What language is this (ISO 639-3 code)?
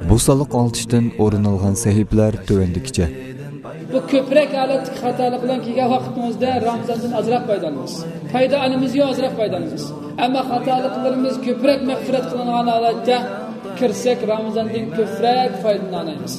uig